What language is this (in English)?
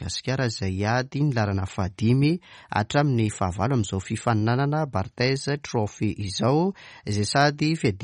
Malagasy